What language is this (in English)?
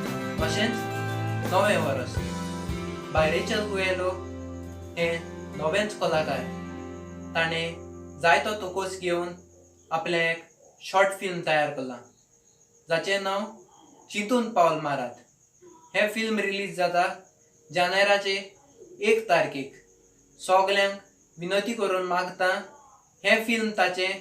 Konkani